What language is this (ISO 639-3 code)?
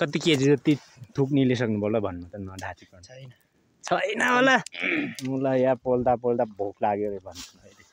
nep